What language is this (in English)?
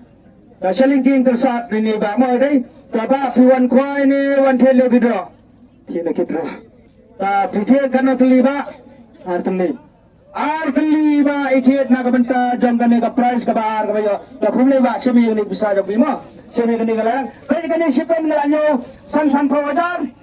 Khasi